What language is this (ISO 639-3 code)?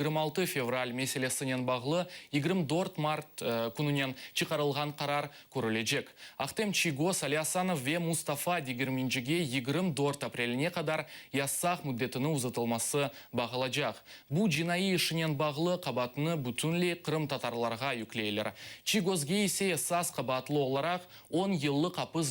crh